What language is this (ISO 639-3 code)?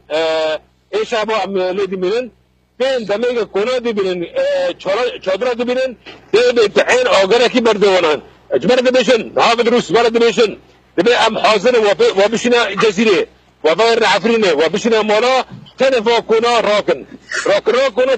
kur